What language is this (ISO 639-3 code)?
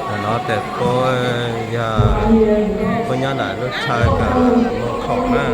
hmn